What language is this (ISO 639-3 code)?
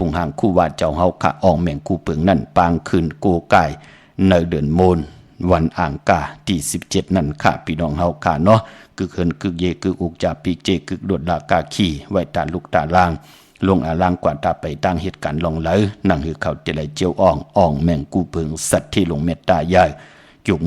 shn